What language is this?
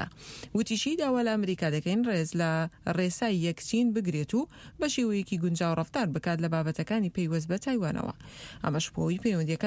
Central Kurdish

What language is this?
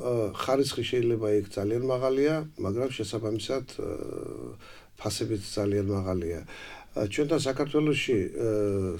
Georgian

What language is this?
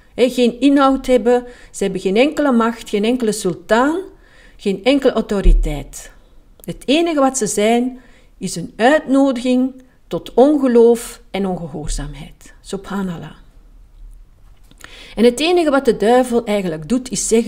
Dutch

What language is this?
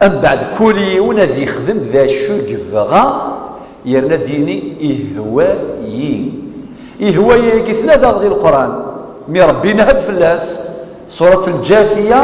Kabyle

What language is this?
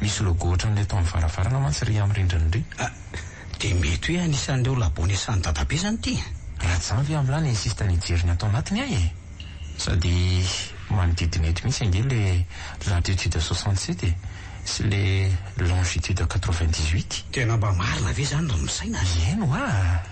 Malagasy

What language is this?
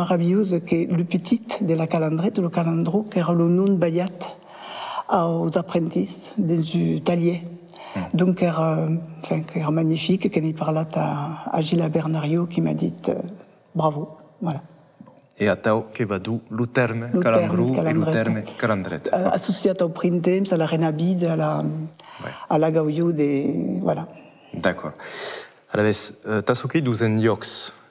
Occitan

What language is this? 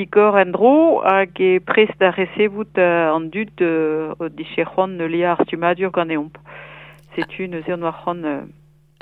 Breton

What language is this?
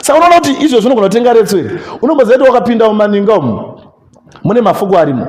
Shona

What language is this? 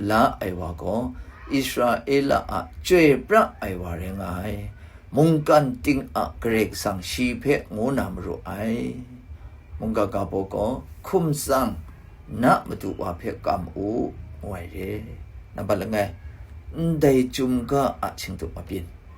Kachin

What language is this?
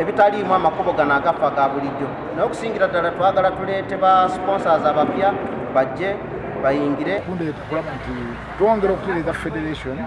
Ganda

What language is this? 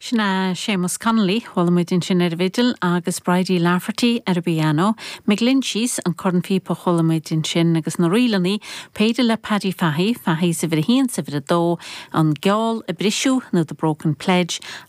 Irish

